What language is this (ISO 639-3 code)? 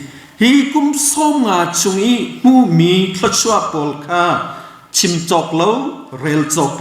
cnh